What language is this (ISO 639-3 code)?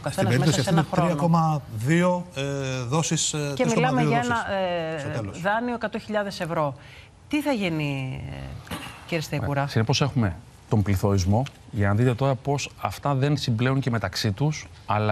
ell